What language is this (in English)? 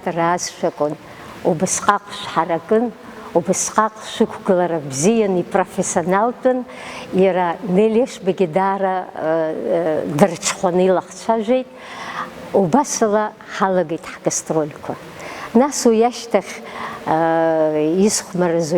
Abkhazian